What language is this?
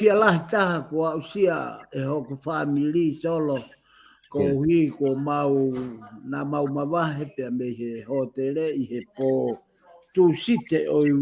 Tongan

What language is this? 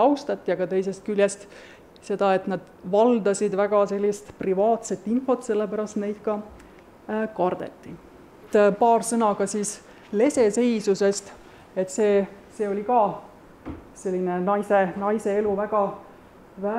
Estonian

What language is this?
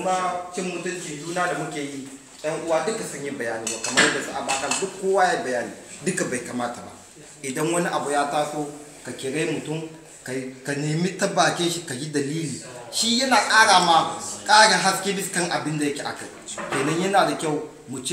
Hausa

